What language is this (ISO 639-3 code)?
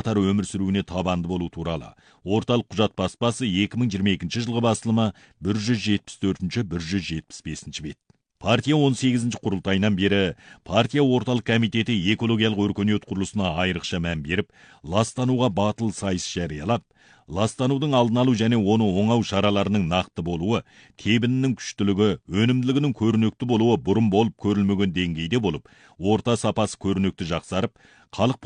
kaz